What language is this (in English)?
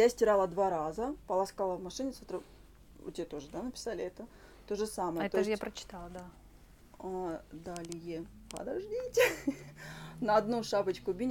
Russian